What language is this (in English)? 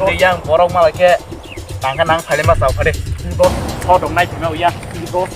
Kok Borok